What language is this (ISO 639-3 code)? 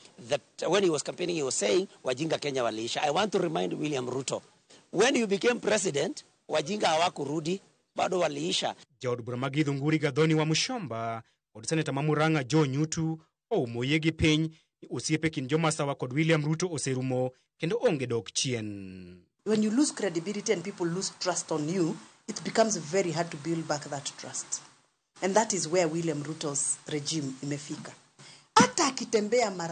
luo